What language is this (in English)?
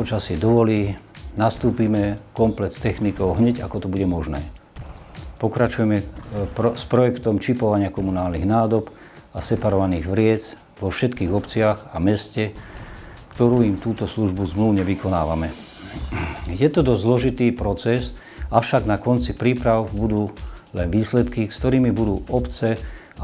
Slovak